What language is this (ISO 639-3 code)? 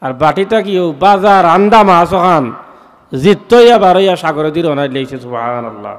syl